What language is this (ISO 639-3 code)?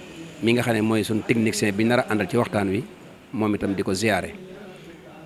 wol